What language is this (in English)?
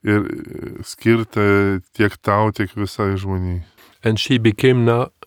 Lithuanian